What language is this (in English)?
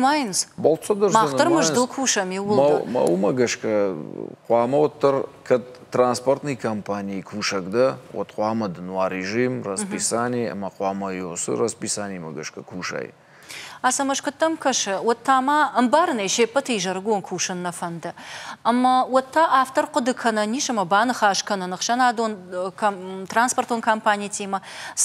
Ossetic